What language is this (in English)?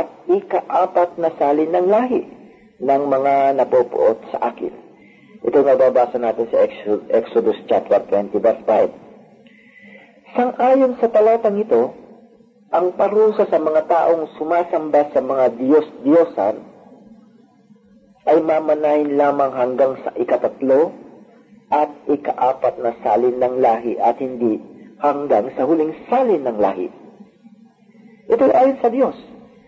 Filipino